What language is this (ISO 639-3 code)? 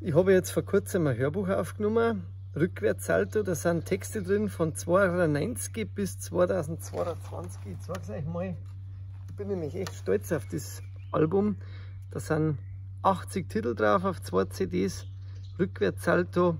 bar